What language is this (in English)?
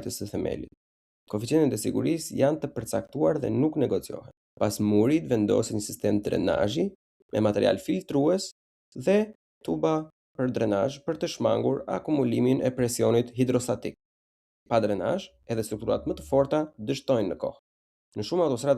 Albanian